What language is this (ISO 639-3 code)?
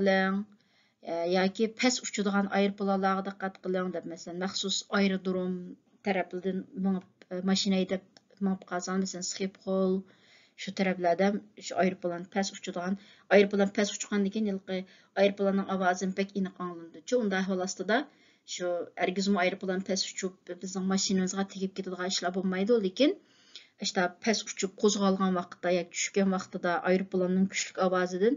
uig